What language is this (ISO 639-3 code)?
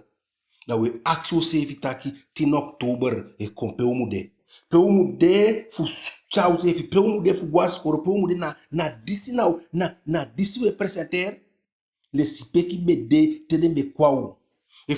djk